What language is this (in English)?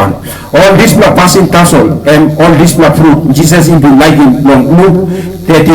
Tok Pisin